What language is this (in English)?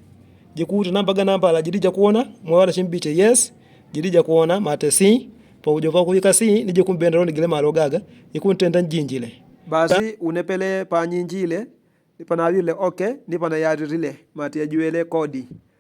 Yao